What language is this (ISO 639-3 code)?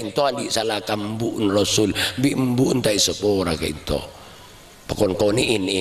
mad